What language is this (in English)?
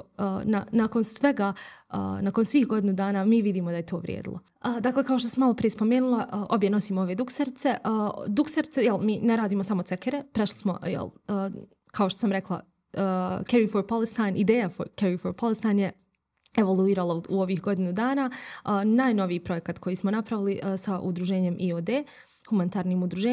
Bosnian